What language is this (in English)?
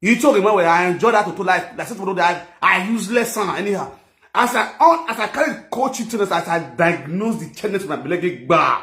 Nigerian Pidgin